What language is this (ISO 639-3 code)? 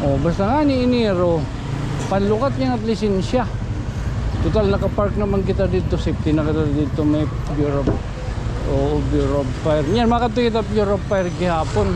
war